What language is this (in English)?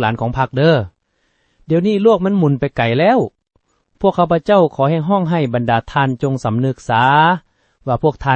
Lao